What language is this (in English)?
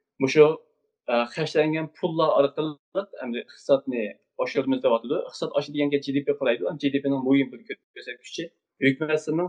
Uyghur